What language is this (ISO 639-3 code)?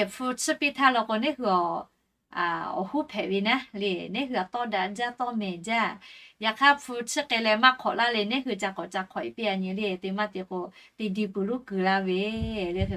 lhu